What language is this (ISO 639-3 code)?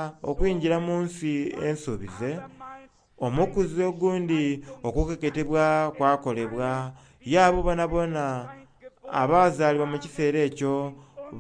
xog